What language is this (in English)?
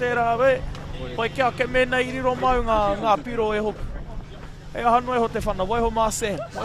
Māori